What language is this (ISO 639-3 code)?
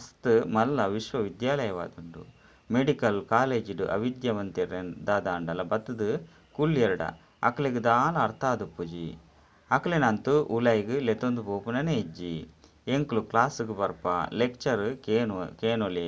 tcy